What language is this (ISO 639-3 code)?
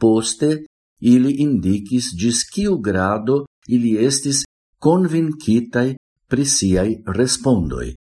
epo